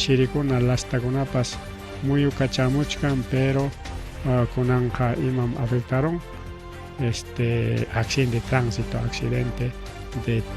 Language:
Ayacucho Quechua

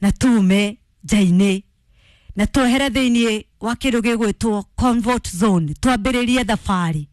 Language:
Kikuyu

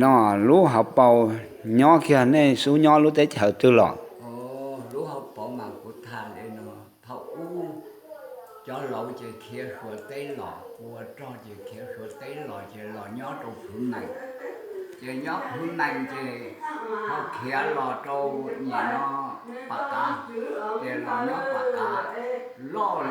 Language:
Hmong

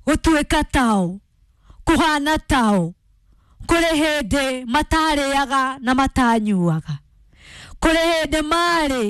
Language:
Kikuyu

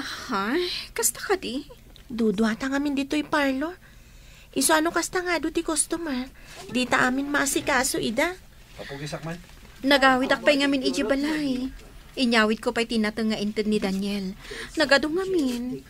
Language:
Iloko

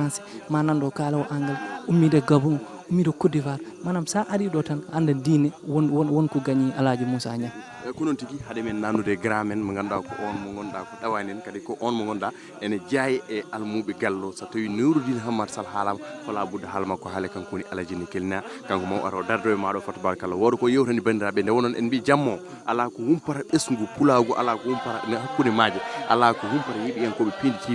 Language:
Fula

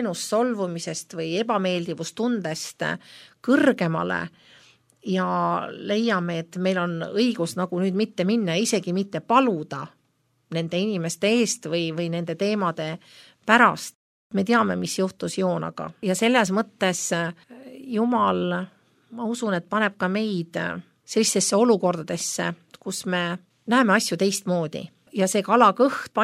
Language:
Estonian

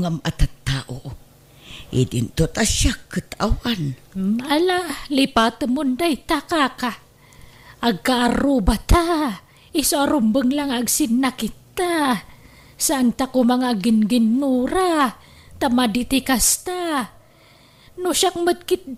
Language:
Iloko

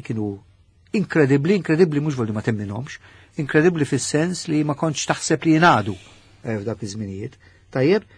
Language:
Maltese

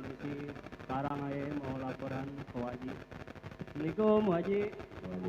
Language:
Betawi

